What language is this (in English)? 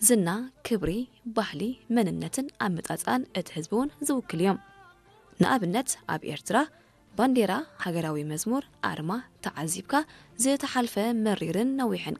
Tigrinya